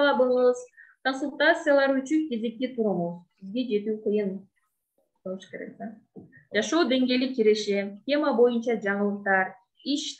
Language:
Kyrgyz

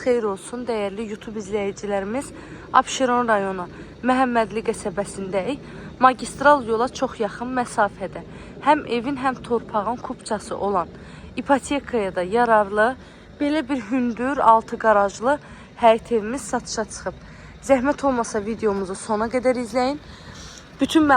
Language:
Azerbaijani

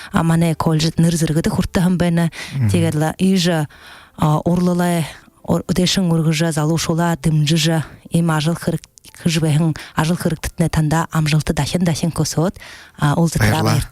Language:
Buriat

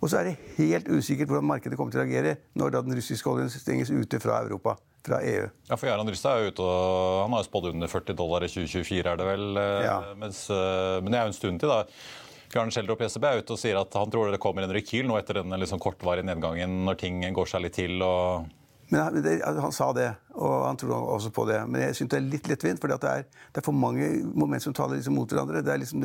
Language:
Norwegian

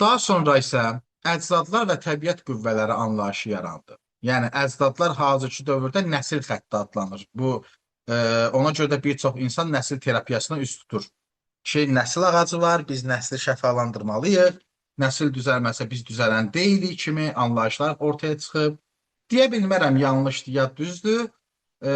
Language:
Azerbaijani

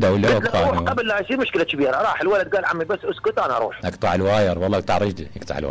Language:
Mesopotamian Arabic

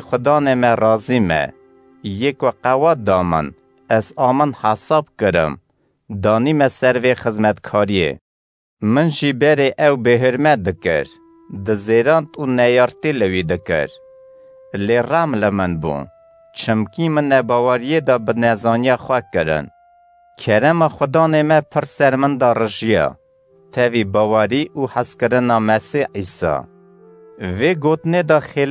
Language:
Kurdish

